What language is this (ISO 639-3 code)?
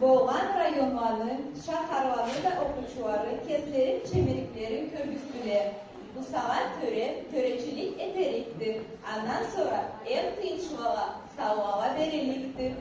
krc